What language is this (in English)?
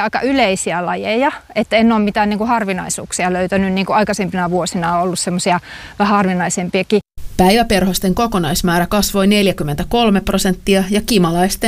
Finnish